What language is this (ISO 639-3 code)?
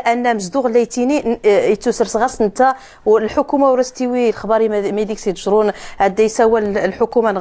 ary